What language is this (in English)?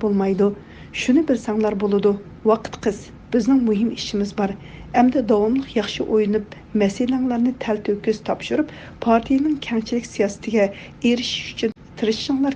Uyghur